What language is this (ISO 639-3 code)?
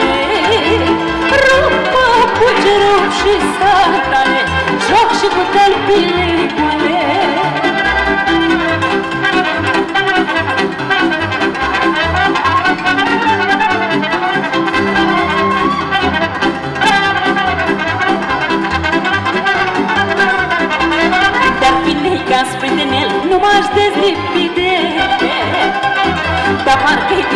ron